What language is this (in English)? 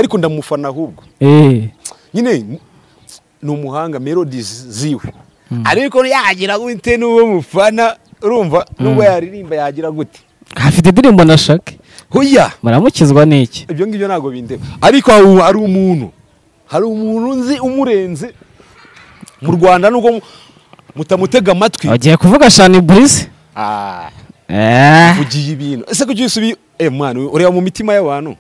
Kinyarwanda